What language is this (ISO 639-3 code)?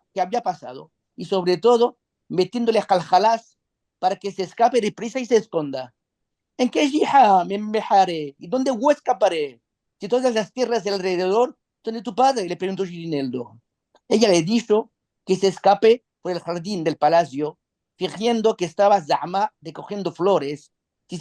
lad